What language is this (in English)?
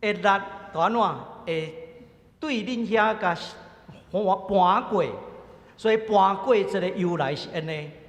Min Nan Chinese